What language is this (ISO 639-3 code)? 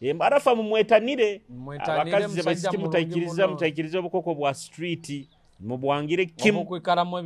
nyo